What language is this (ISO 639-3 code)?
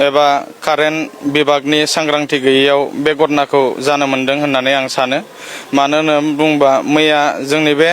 brx